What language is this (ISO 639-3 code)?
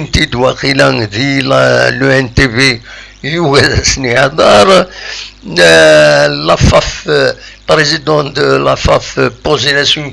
kab